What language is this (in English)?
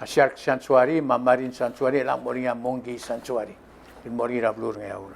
Palauan